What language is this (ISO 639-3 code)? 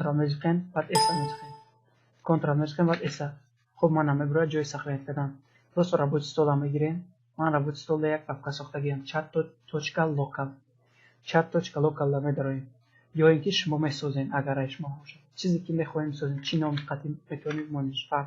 tgk